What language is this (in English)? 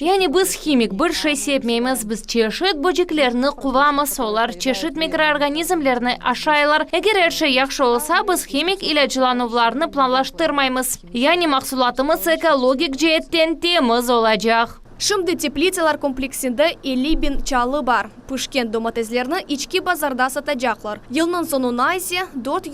Crimean Tatar